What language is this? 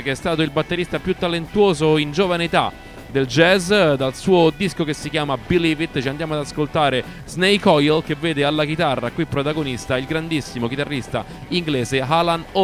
Italian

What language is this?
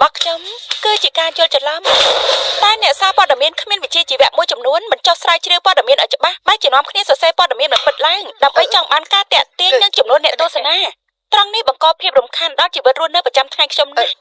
Khmer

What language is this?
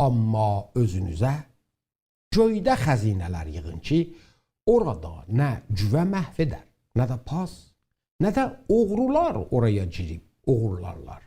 South Azerbaijani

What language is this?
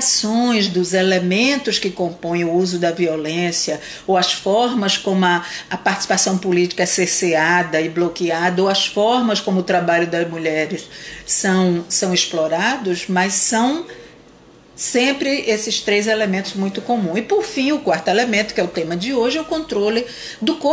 Portuguese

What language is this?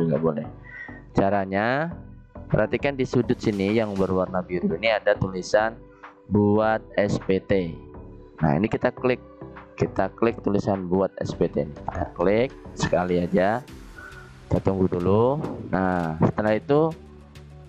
Indonesian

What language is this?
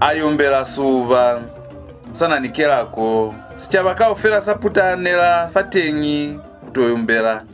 Lozi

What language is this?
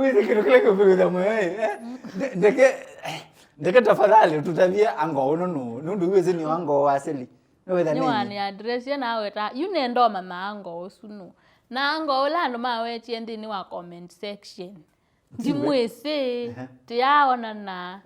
Kamba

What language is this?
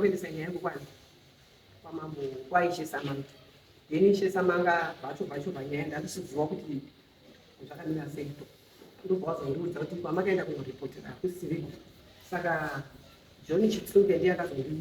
Shona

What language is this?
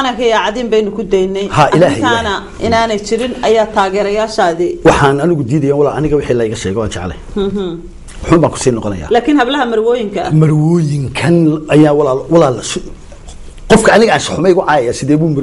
Somali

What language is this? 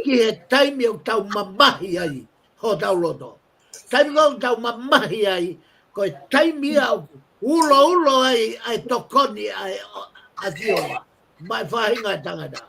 Tongan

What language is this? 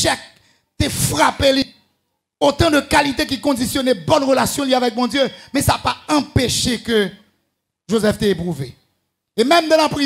French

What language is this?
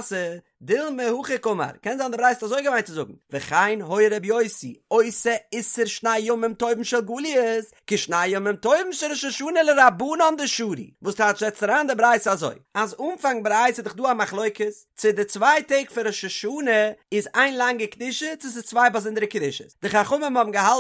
Yiddish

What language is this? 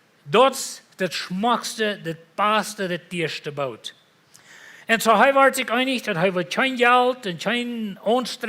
Plautdietsch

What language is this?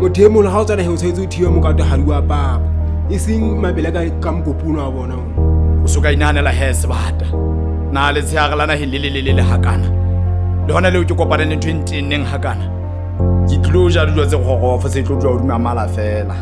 Southern Sotho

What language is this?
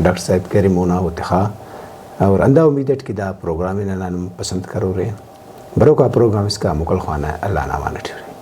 Brahui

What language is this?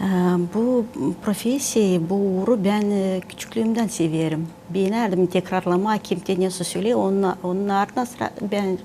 Gagauz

